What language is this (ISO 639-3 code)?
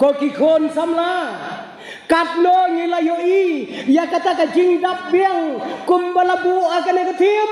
kha